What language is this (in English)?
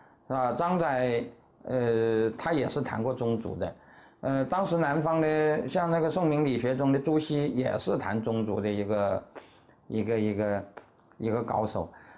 Chinese